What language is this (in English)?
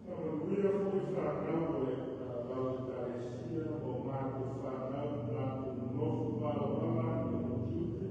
Samoan